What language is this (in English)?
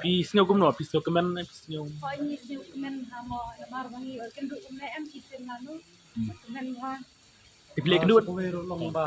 Khasi